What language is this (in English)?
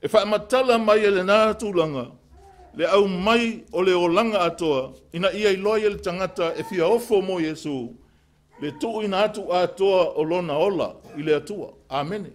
Samoan